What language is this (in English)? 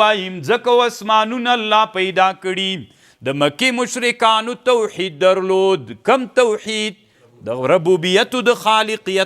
Pashto